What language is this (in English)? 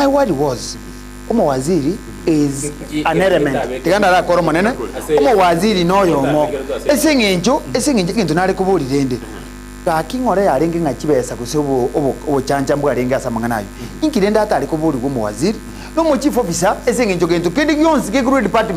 Gusii